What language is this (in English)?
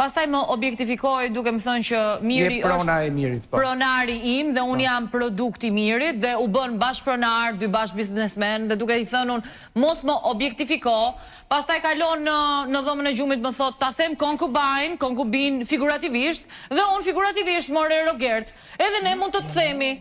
Albanian